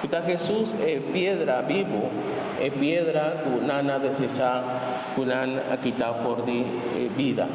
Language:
Papiamento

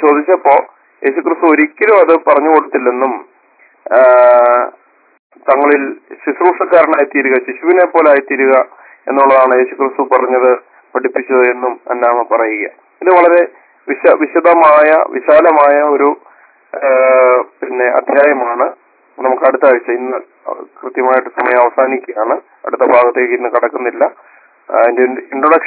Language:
Malayalam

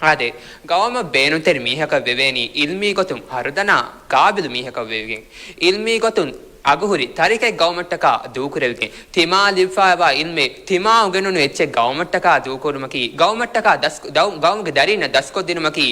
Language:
Divehi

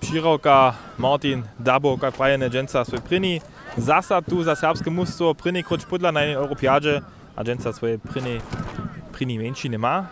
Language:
Upper Sorbian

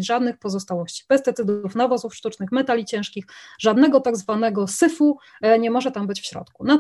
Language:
Polish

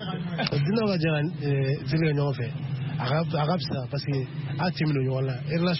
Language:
Bambara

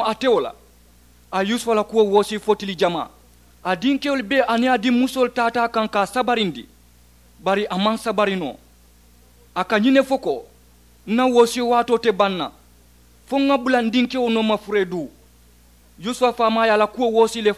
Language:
Mandingo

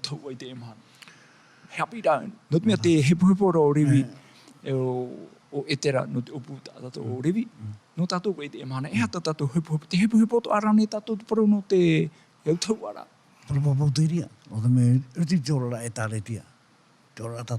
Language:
Tahitian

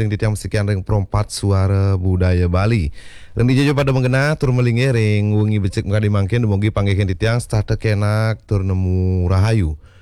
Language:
Balinese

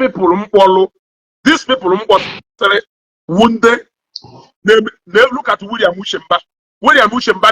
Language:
Igbo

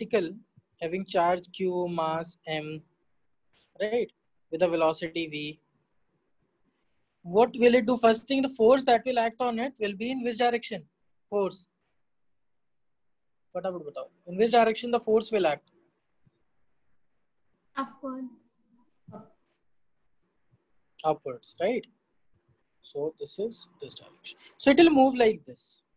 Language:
English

